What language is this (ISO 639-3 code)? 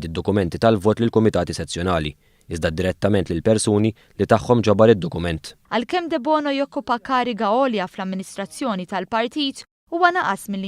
mlt